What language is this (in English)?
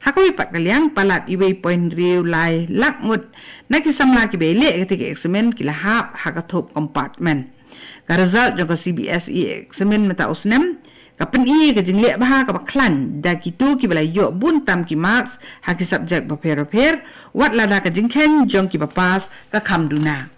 Khasi